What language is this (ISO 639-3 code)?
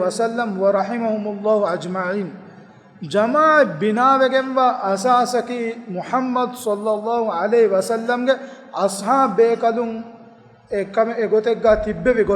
div